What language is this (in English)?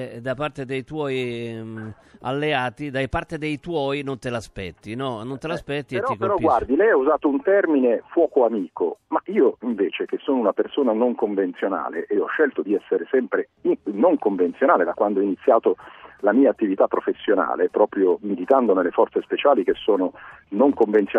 Italian